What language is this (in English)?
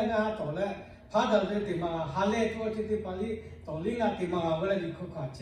Lahu